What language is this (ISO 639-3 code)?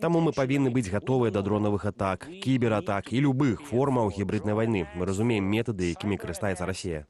bel